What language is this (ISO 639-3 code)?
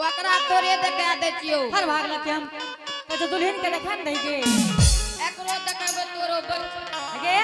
anp